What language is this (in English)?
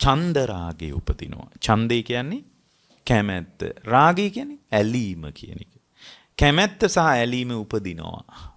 Sinhala